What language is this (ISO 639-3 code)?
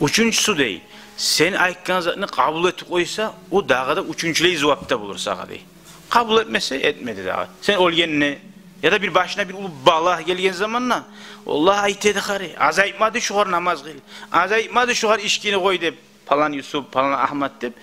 kum